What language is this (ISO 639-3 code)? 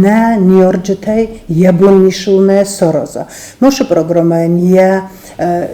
oss